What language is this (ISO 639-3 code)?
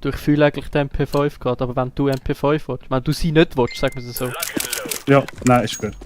gsw